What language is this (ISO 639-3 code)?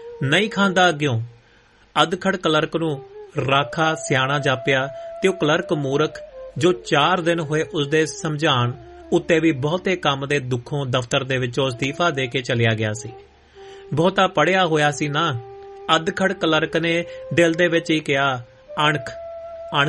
pan